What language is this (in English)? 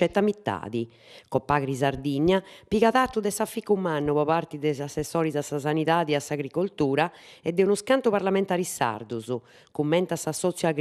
Sardinian